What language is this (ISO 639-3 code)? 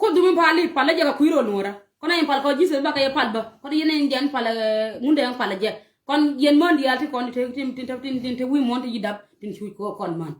nus